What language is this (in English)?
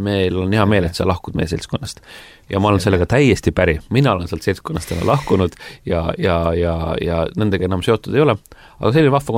Estonian